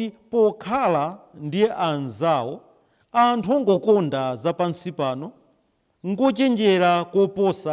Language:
Nyanja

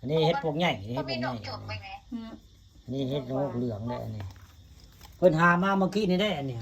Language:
Northeastern Thai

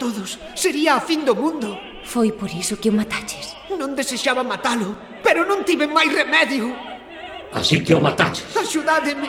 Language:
Galician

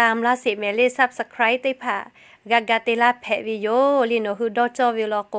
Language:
Lahu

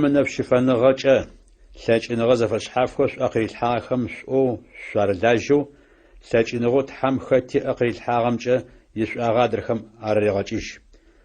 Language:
Adyghe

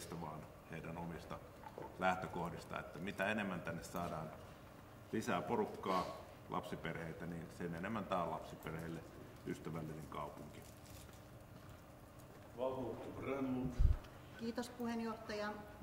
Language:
Finnish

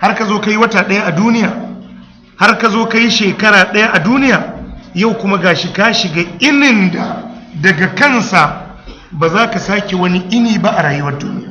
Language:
Hausa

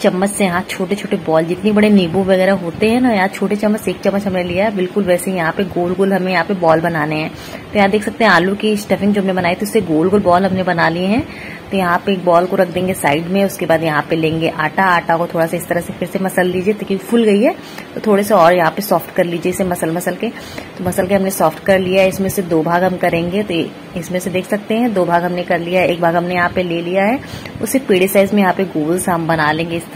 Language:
Hindi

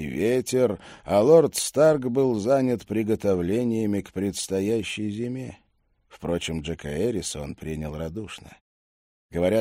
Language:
Russian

